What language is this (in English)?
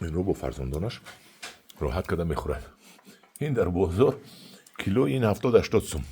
Tajik